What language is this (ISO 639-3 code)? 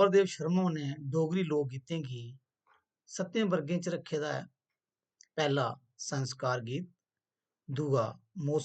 doi